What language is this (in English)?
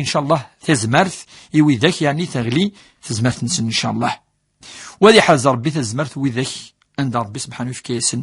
Kabyle